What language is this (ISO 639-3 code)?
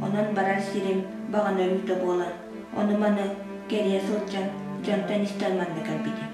sah